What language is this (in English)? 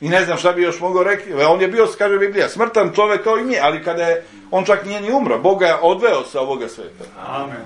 Serbian